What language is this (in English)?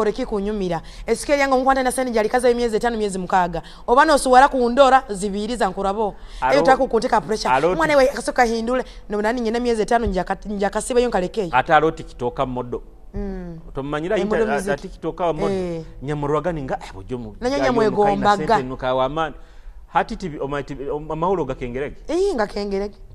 Tooro